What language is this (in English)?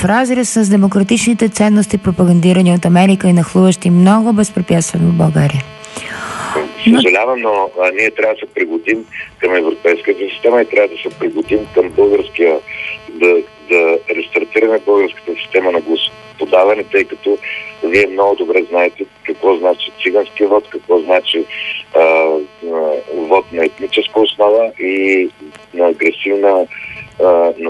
Bulgarian